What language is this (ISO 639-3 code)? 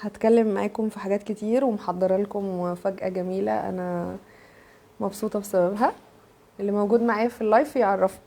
arz